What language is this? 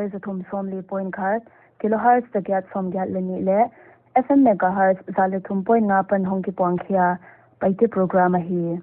Paite Chin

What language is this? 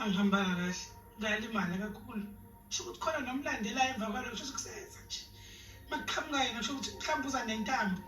Zulu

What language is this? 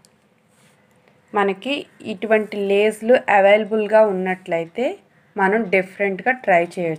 Telugu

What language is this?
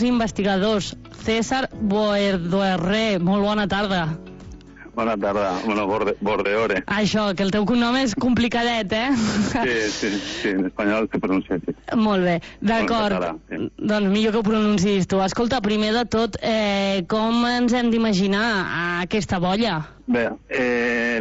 Catalan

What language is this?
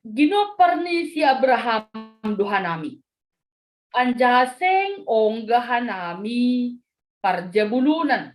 Batak Simalungun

